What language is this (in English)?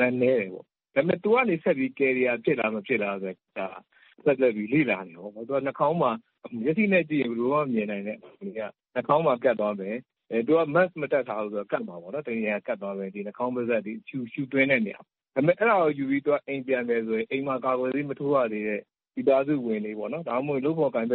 Burmese